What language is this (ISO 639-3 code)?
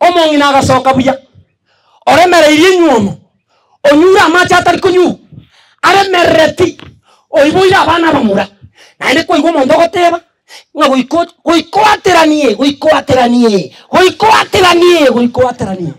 guz